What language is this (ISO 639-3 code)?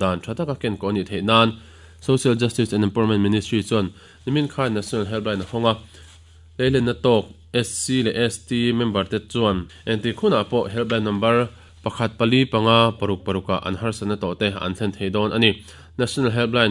lus